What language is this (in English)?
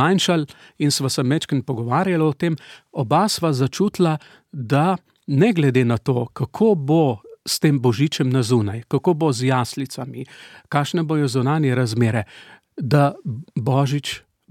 Slovenian